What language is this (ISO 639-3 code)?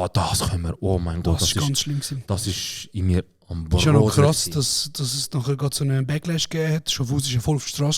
gsw